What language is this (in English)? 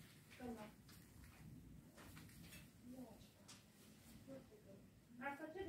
Romanian